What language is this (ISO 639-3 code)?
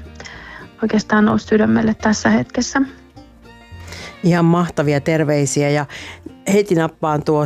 fin